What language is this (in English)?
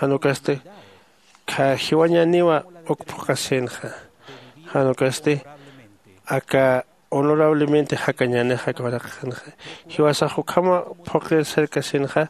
Aymara